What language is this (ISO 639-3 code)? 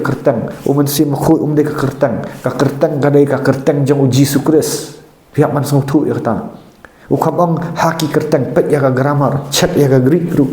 kha